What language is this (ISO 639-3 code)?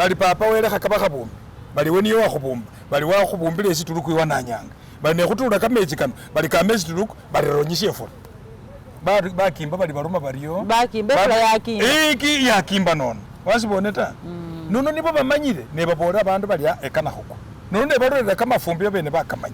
myx